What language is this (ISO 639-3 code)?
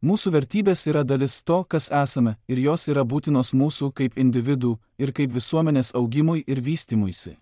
lit